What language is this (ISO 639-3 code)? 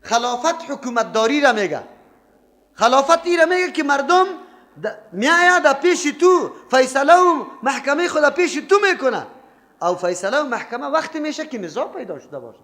fas